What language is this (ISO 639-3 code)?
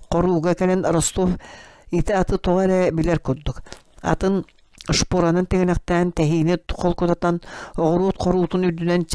sah